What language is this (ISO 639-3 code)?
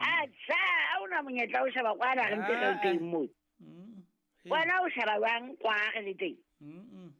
sot